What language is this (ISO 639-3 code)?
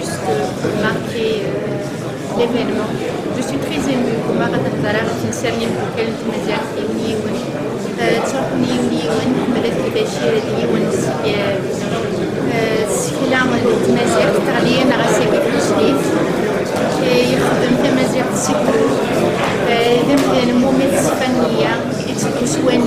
kab